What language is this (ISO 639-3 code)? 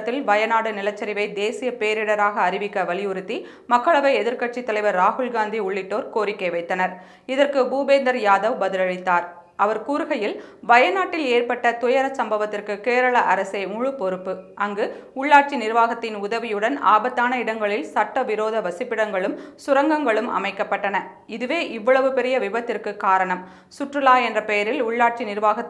tam